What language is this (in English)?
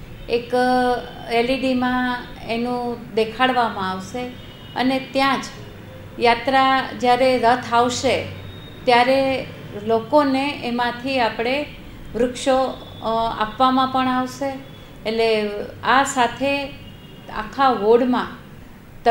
Gujarati